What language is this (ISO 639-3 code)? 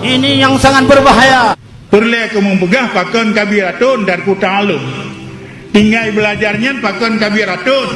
ace